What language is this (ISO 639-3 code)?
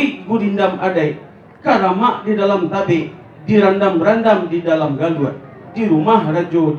min